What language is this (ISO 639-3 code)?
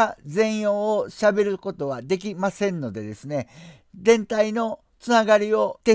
jpn